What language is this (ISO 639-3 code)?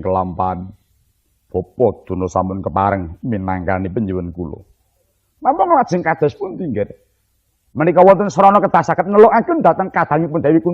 jav